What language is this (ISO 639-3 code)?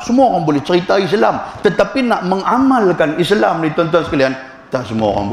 msa